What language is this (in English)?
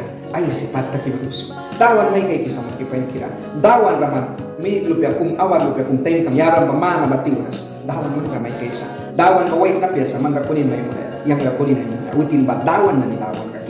Mískito